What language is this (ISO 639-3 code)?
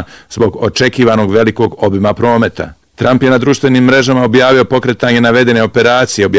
bos